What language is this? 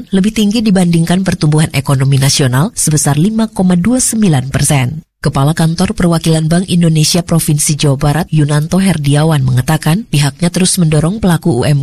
Indonesian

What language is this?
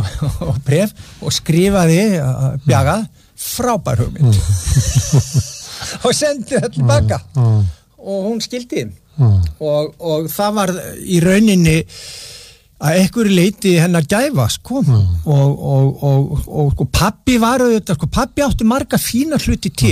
Icelandic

